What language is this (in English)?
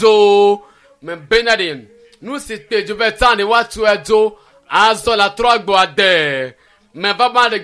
Ewe